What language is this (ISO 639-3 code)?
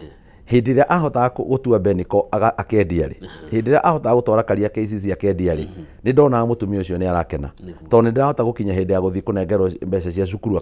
kik